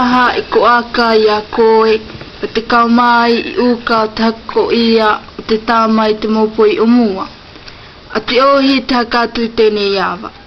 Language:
South Marquesan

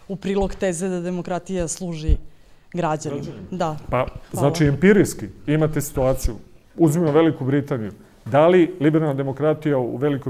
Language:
Serbian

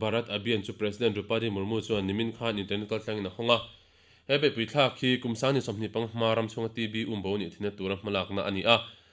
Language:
Mizo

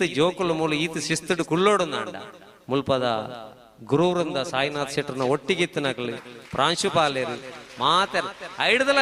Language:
Tulu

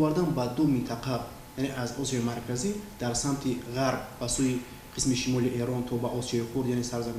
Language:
Tajik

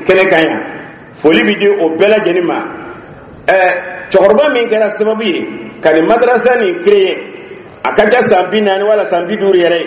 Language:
Dyula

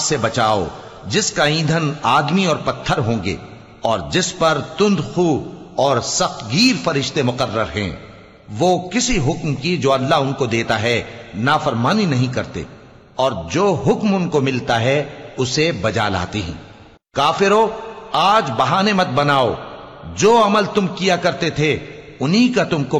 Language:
Urdu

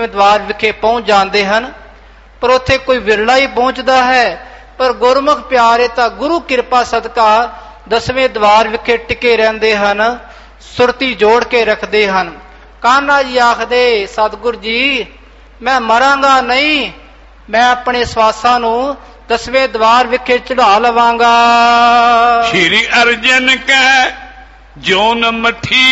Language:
Punjabi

